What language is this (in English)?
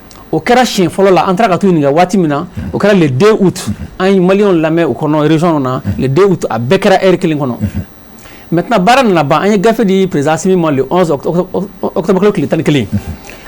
Bambara